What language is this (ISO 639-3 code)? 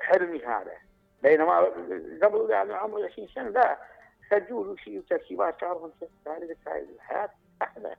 acm